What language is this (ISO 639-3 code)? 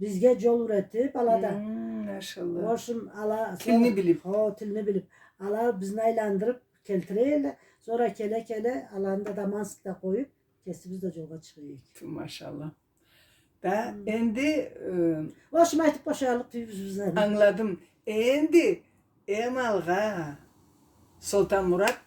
krc